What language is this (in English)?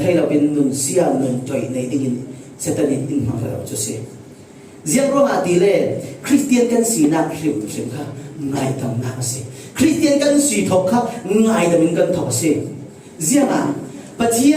Falam Chin